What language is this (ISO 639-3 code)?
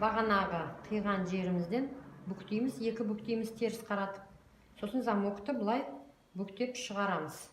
kaz